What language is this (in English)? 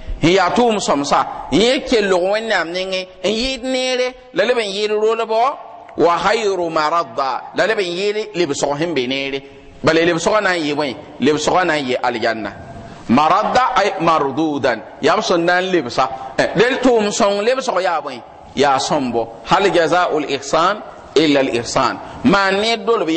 Mossi